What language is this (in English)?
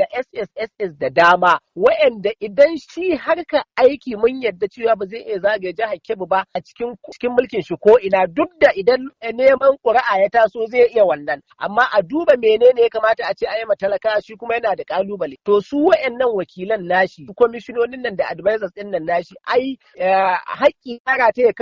Hausa